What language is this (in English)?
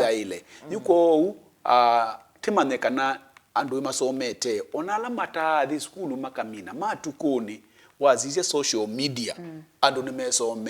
Kamba